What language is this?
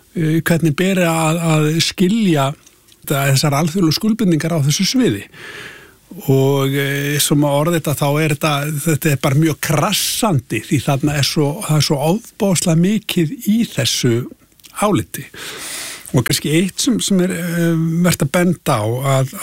Icelandic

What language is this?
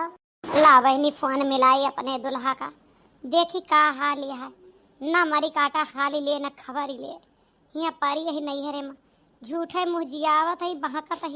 Awadhi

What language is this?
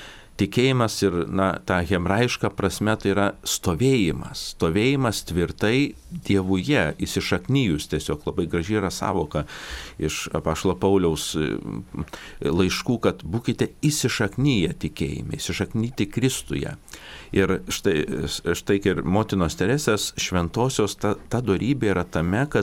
Lithuanian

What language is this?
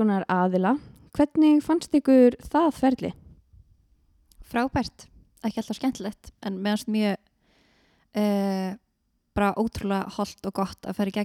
Icelandic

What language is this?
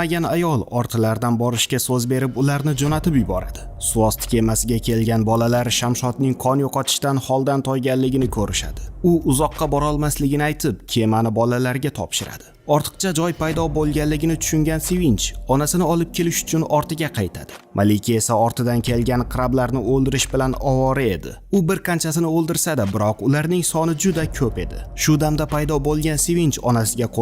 Uzbek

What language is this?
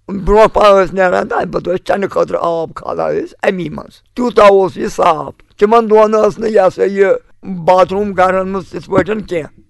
Kashmiri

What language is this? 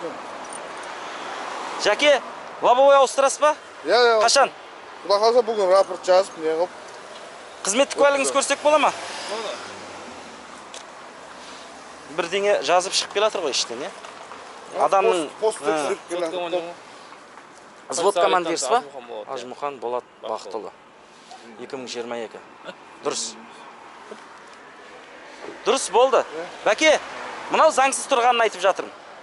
Kazakh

